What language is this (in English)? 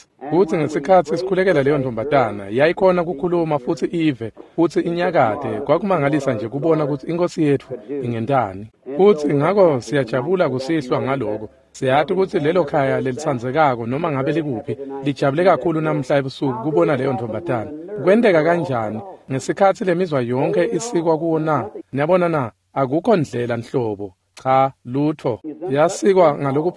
Swati